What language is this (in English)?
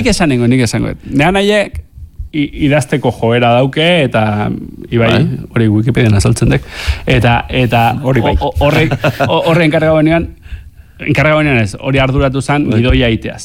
Basque